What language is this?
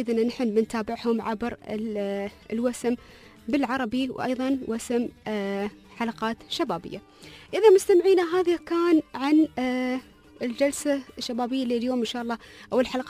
Gulf Arabic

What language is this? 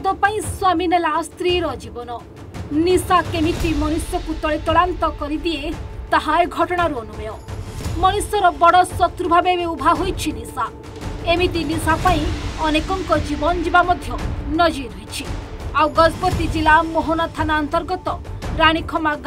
Odia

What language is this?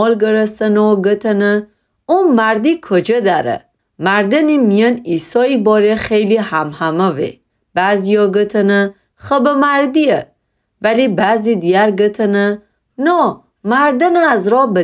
Gilaki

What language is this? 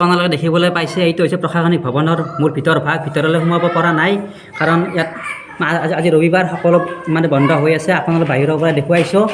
Assamese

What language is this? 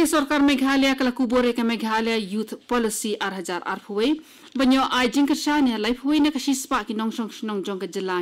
Khasi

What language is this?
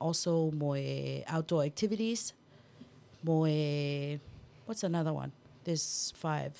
Tongan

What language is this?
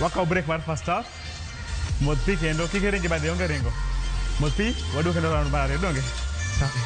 Luo (Kenya and Tanzania)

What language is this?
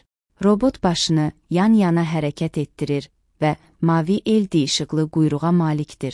Azerbaijani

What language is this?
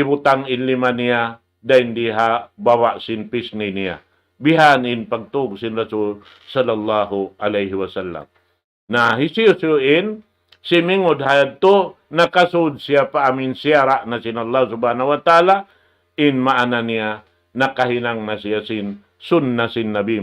Tausug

